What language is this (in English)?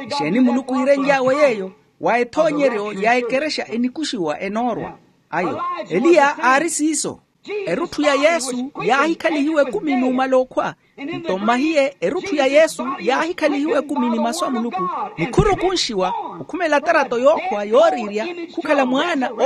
Makhuwa